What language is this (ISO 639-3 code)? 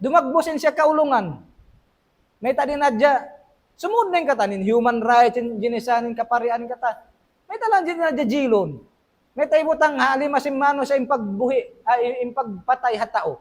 tsg